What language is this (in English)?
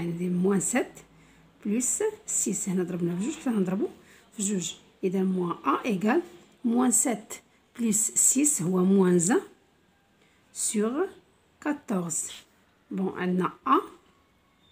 Moroccan Arabic